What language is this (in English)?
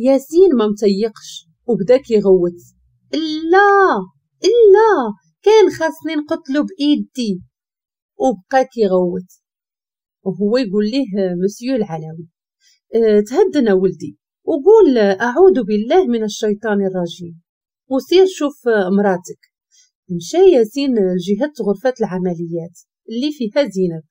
Moroccan Arabic